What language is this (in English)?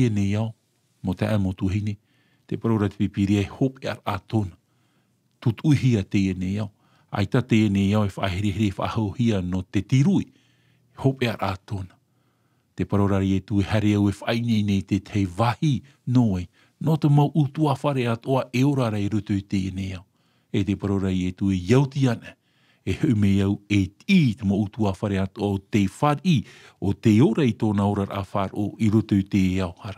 Tahitian